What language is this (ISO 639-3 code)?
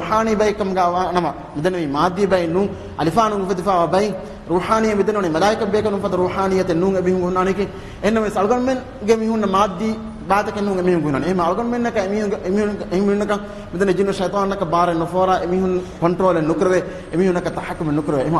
div